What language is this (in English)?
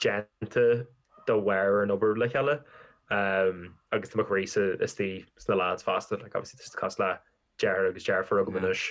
Irish